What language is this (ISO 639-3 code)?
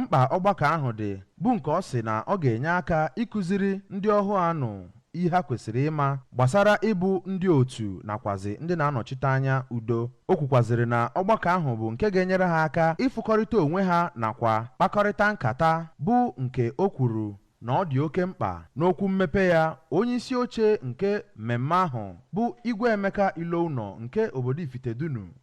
ibo